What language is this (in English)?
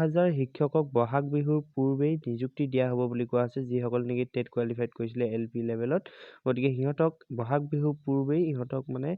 Assamese